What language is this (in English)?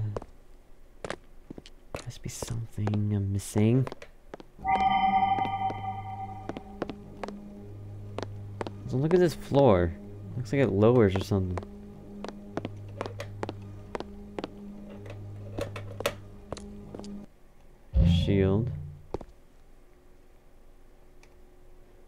English